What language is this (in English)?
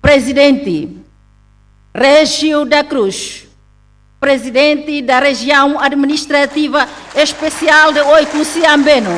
Tetum